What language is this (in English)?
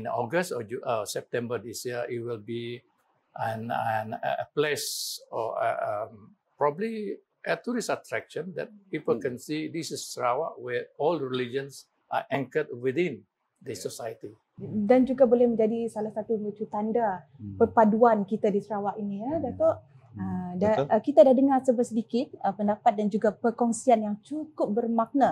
Malay